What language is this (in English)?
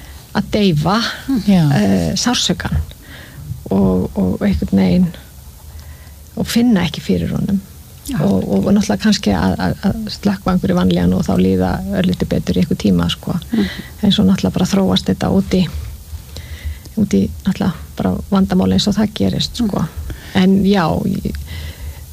Icelandic